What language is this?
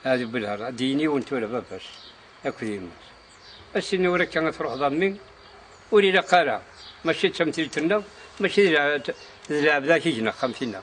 Kabyle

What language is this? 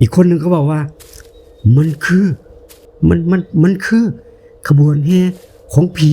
Northeastern Thai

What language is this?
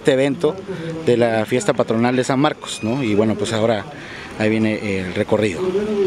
Spanish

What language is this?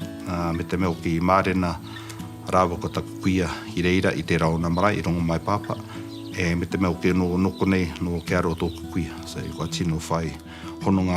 Māori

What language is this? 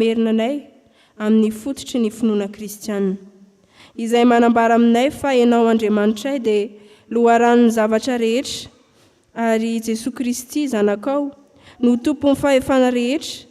Malagasy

